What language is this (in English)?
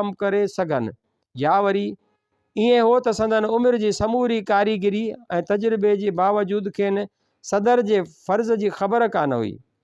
Sindhi